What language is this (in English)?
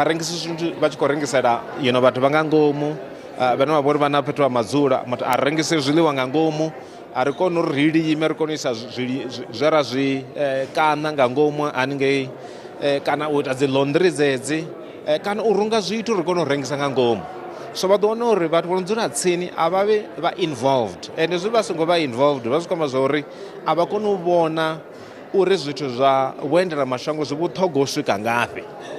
Venda